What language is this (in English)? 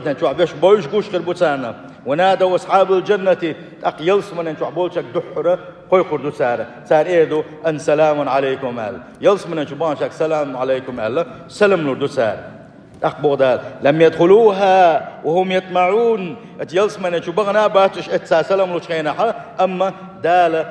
Chechen